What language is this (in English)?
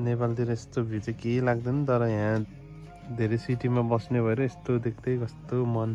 Nepali